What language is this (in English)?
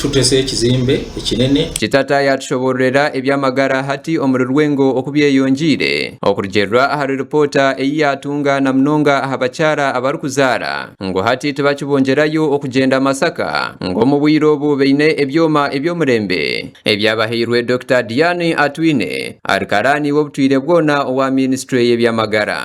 Nyankole